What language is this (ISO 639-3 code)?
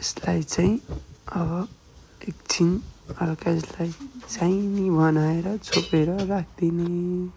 nep